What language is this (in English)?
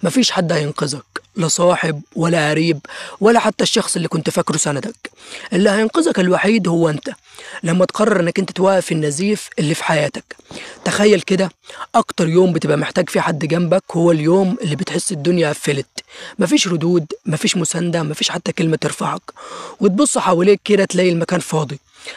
Egyptian Arabic